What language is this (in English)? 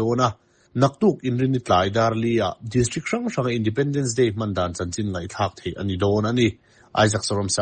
Mizo